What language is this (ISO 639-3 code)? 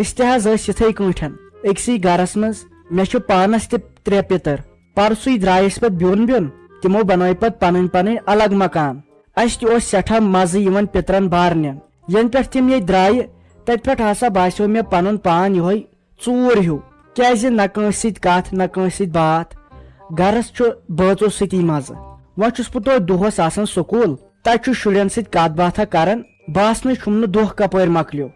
kas